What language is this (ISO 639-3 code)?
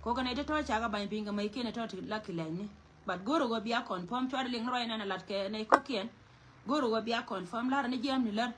nus